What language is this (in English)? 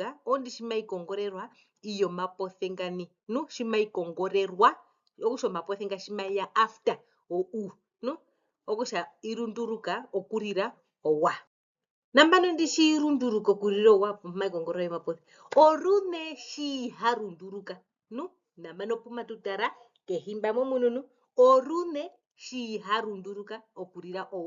Herero